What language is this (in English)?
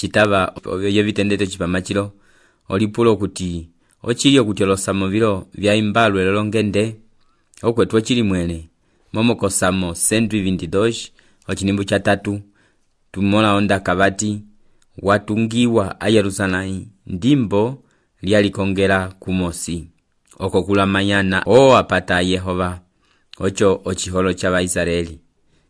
Umbundu